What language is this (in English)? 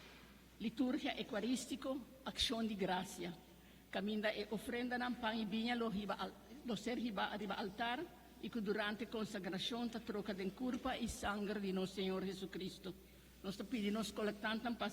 Papiamento